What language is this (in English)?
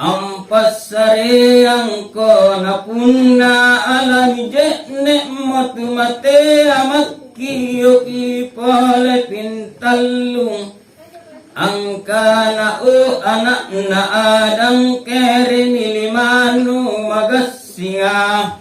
Makasar